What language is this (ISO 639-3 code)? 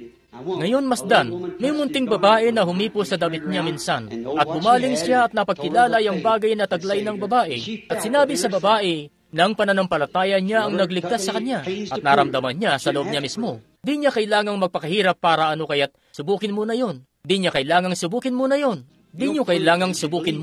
fil